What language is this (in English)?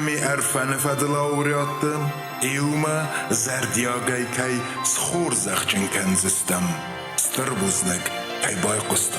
Ossetic